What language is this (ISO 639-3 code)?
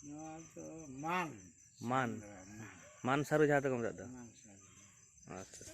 sat